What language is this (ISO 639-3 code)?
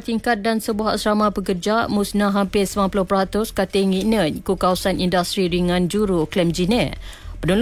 msa